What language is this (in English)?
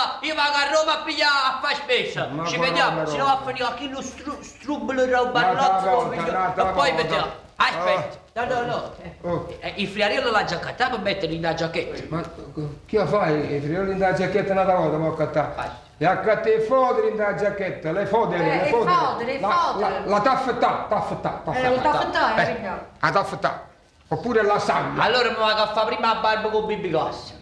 Neapolitan